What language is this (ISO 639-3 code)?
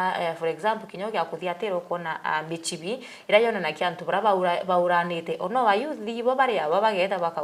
mer